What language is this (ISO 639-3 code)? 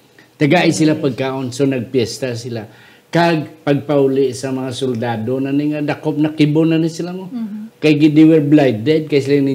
hil